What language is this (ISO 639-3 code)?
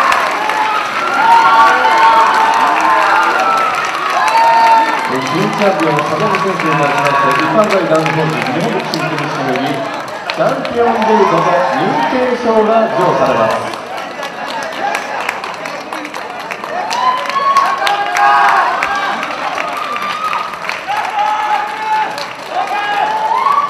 jpn